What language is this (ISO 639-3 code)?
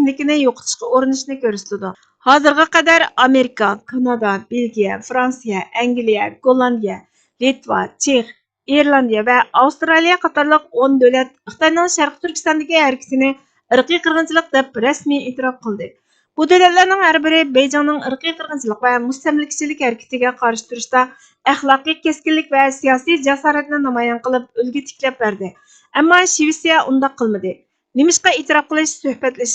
uig